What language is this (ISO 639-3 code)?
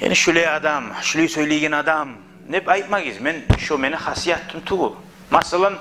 kum